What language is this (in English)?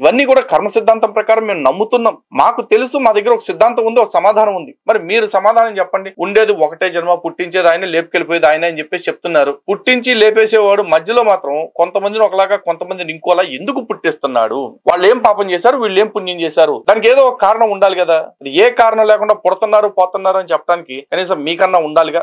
Telugu